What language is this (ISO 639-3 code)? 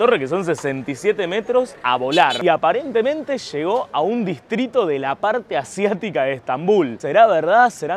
spa